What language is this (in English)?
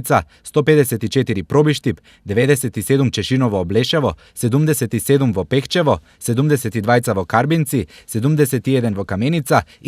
Macedonian